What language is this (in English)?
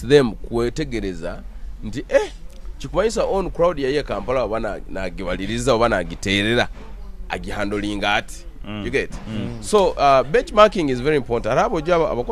Nyoro